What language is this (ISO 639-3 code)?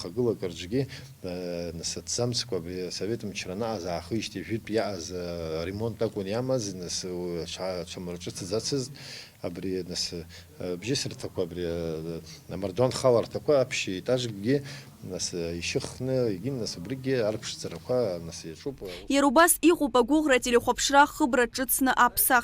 abk